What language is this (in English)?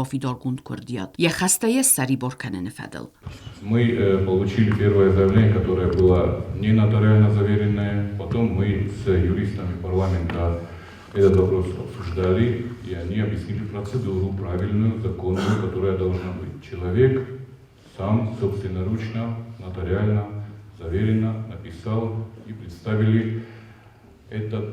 Ossetic